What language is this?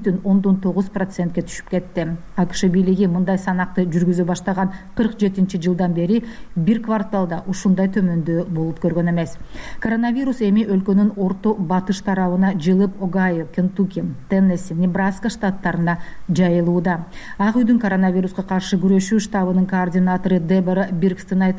Kyrgyz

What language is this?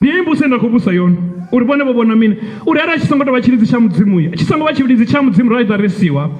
Venda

